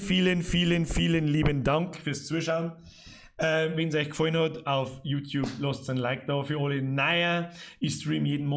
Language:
Bavarian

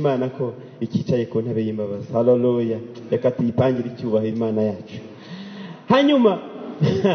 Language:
Kinyarwanda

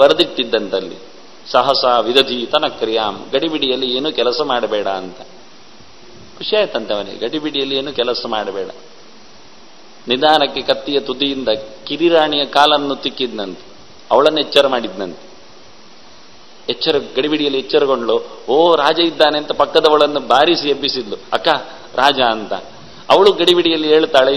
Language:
Kannada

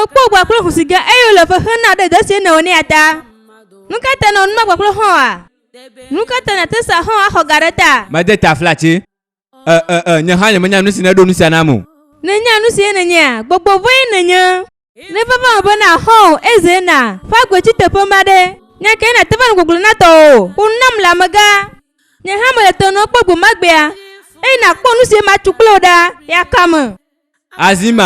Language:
Ewe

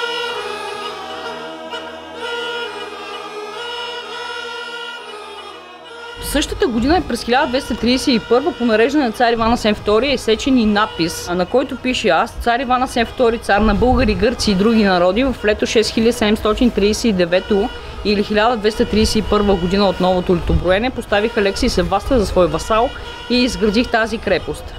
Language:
Bulgarian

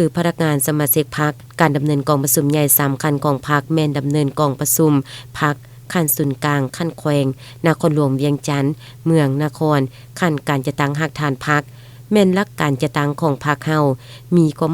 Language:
Lao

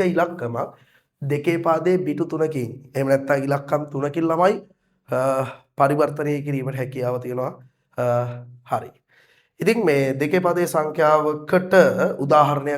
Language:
Sinhala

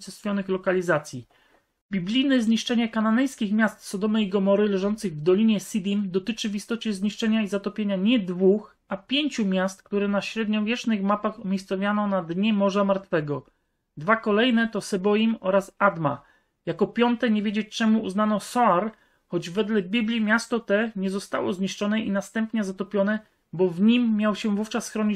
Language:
Polish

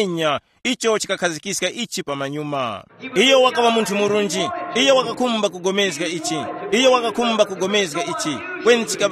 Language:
Tumbuka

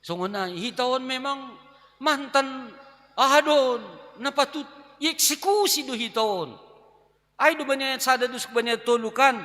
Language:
Batak Simalungun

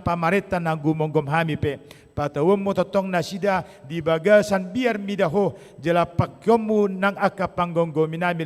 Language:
Batak Toba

